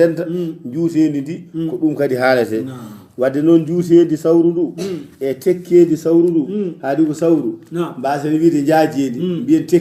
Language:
Fula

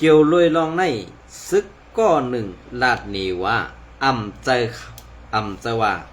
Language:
Shan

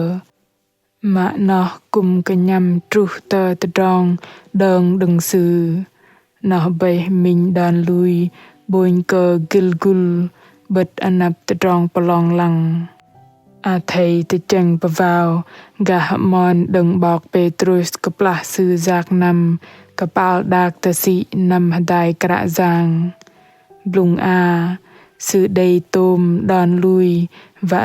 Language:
Bahnar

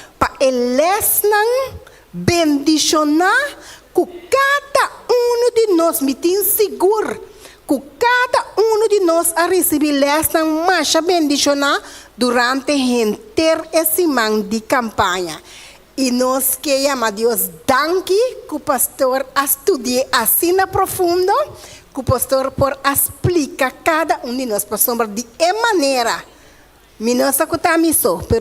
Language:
Papiamento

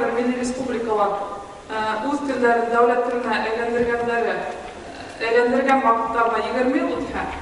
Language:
Bashkir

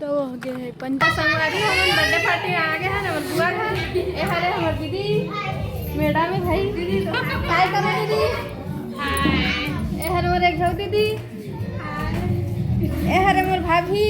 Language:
Chhattisgarhi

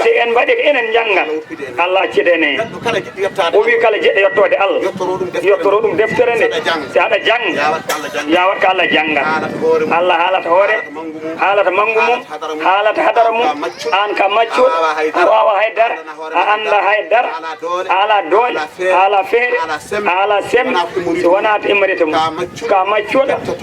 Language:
Fula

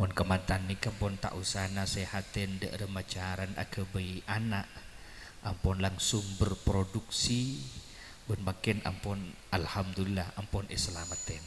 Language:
Madurese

